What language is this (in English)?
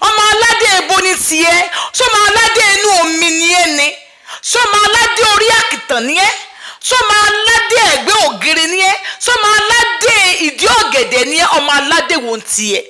Yoruba